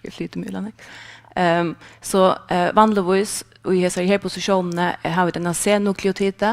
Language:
Faroese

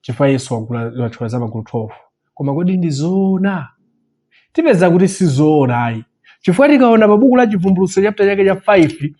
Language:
Nyanja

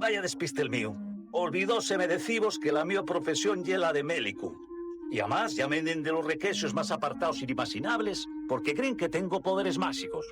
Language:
Asturian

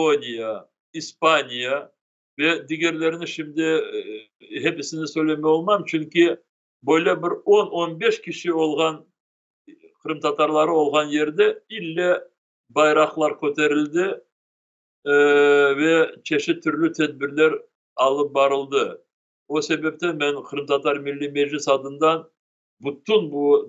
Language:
Crimean Tatar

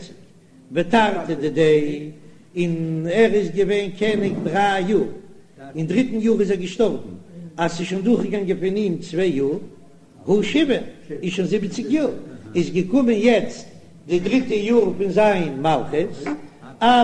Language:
Yiddish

